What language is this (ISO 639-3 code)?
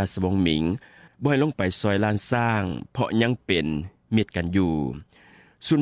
lao